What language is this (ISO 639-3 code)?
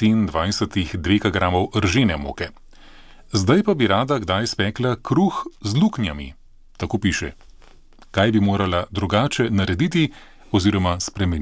slv